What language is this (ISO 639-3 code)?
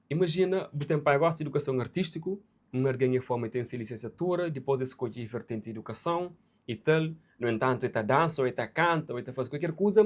kea